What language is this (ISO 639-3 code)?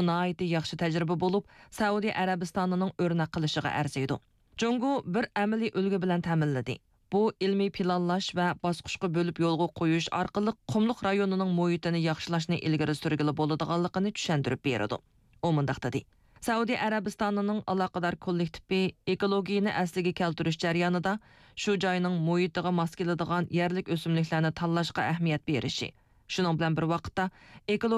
uig